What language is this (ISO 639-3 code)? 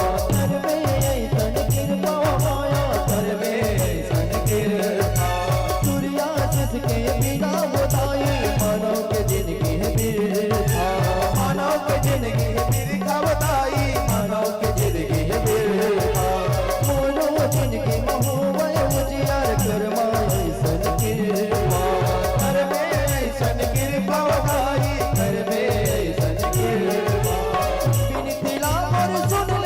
hne